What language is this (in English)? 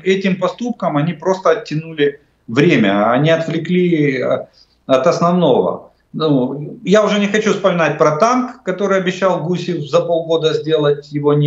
Russian